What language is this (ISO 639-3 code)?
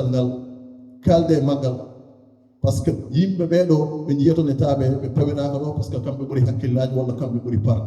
ful